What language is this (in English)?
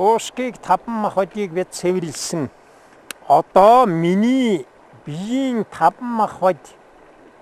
Mongolian